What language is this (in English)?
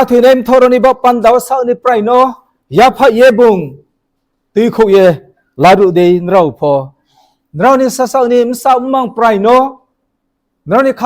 Riang (India)